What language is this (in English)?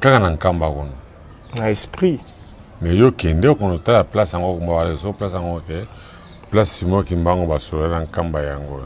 Lingala